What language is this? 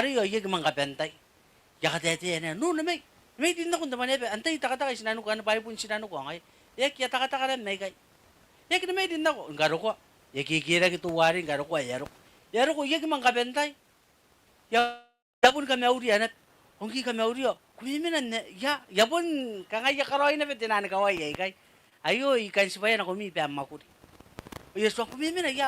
Gilbertese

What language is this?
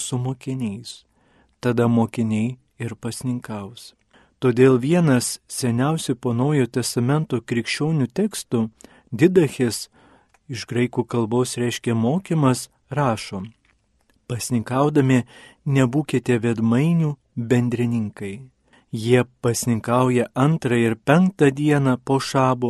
Lithuanian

